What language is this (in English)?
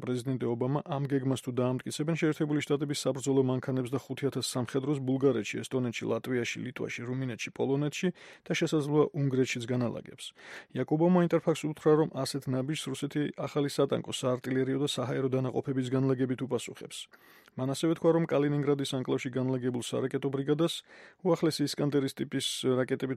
Georgian